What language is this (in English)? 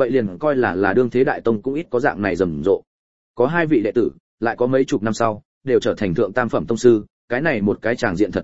Vietnamese